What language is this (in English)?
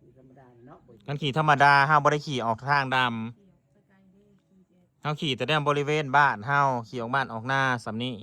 Northeastern Thai